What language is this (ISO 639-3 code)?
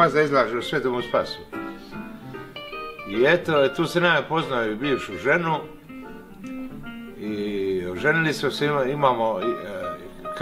hrv